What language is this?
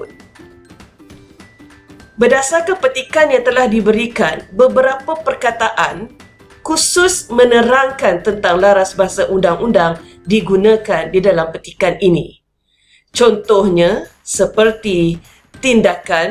Malay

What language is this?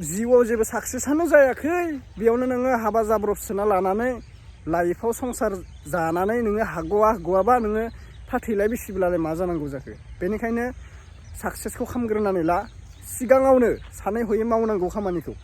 Bodo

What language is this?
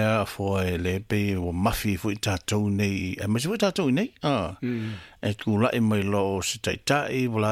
Samoan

